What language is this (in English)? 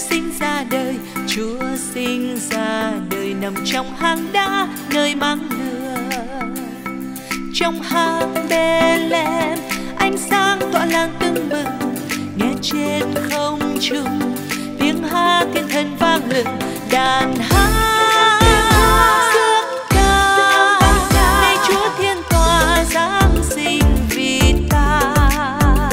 Vietnamese